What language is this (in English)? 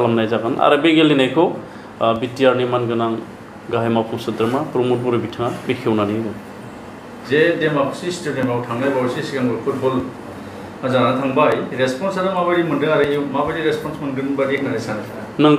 Bodo